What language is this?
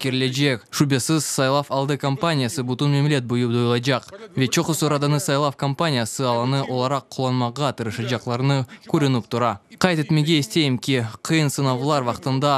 Crimean Tatar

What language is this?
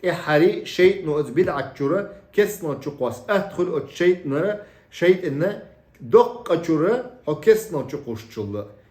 Chechen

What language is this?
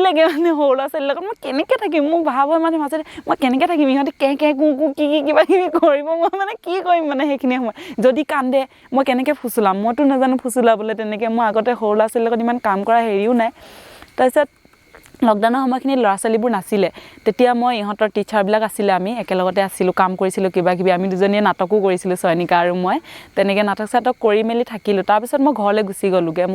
Assamese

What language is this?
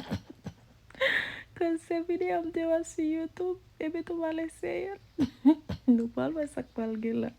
Haitian Creole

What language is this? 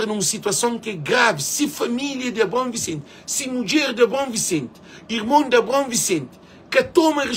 Kabuverdianu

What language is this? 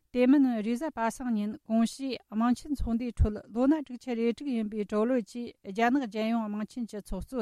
Tibetan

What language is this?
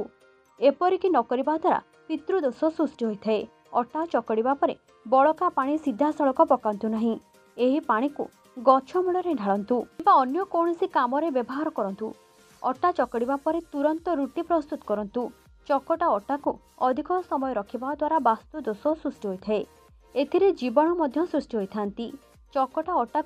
Odia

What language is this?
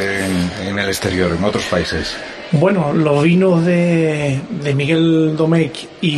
Spanish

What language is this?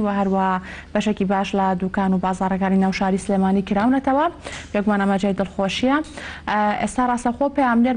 Central Kurdish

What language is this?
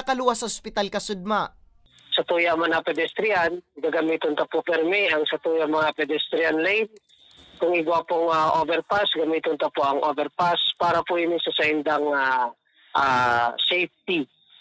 Bikol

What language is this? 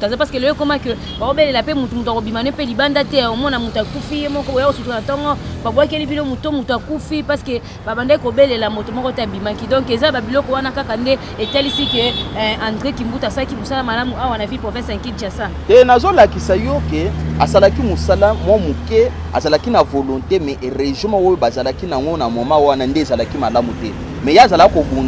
Lingala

